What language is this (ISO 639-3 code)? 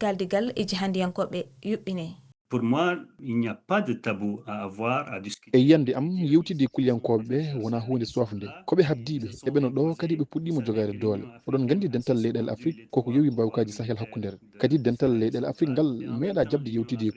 ful